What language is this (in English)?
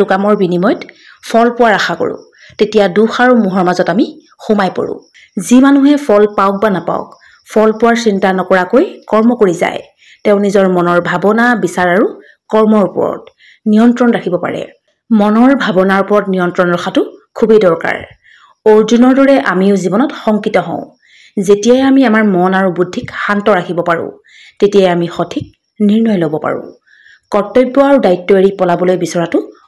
Assamese